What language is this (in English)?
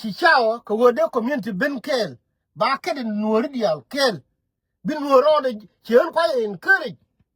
Nuer